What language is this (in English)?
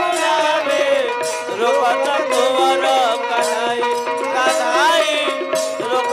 Bhojpuri